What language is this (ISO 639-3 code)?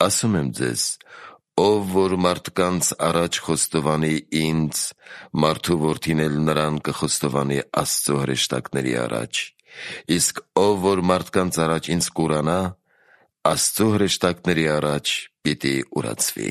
hye